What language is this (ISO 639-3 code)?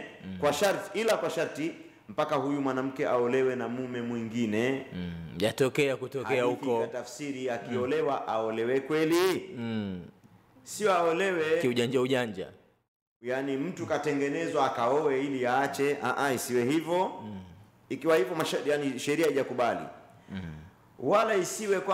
swa